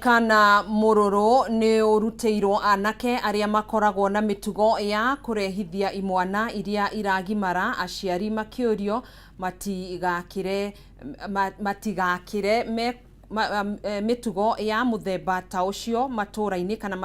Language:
Kikuyu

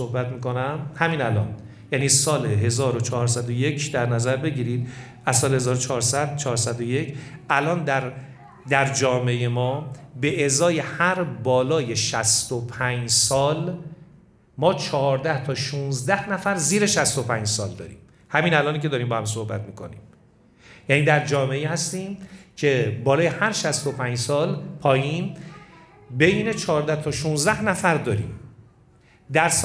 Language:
Persian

